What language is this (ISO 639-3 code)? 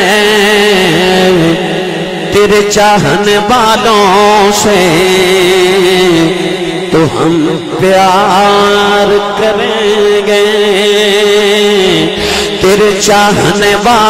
lah